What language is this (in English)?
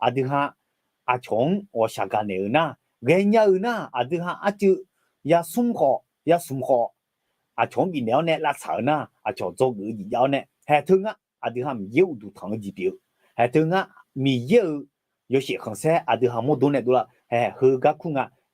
Akha